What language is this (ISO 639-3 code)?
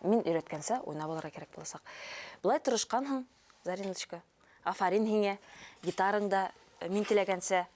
bak